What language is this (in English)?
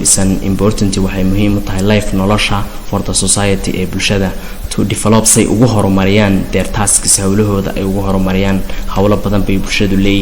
Somali